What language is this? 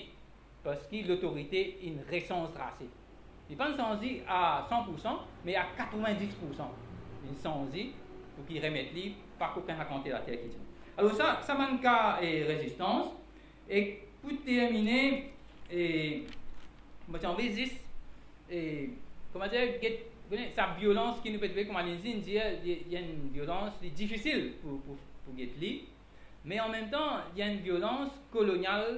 Morisyen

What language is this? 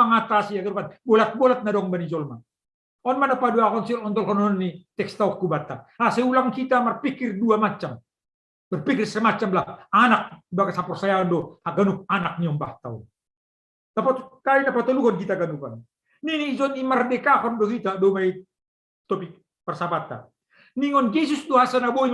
Batak Simalungun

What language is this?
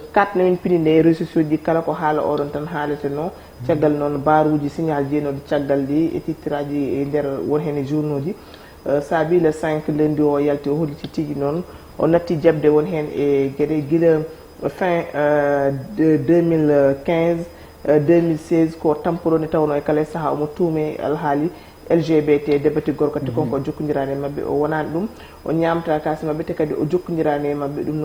Fula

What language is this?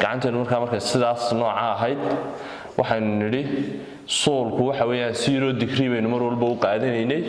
Somali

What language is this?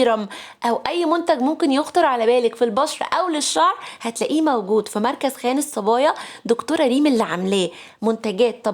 Egyptian Arabic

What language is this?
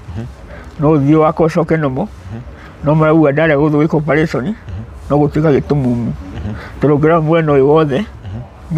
Kikuyu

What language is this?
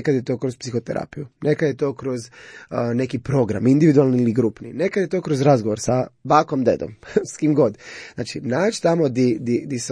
Croatian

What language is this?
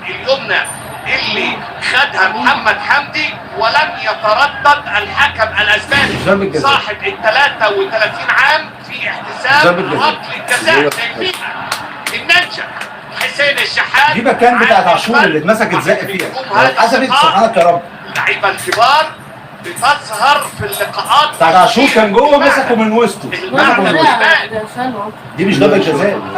Egyptian Arabic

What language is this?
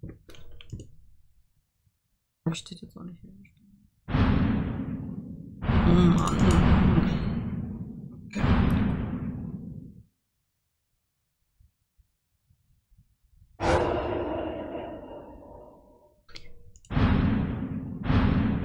German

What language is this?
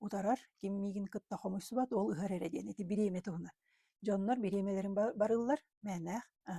Yakut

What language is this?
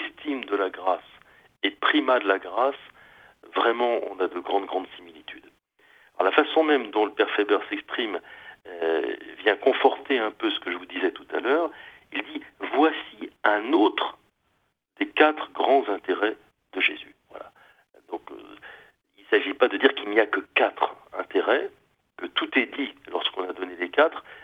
French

